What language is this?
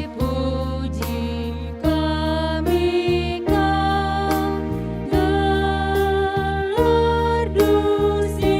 Batak Karo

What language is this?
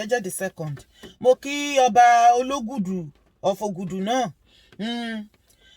Yoruba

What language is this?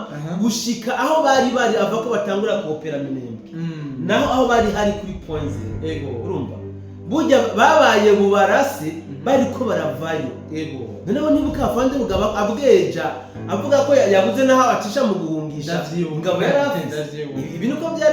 Rundi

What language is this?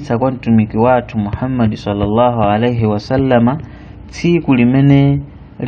Nyanja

